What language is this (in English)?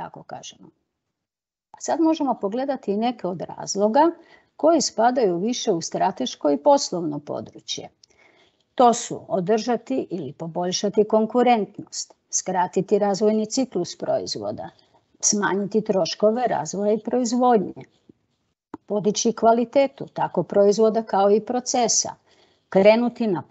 Croatian